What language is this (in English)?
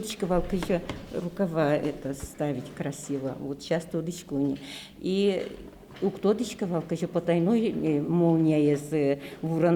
Udmurt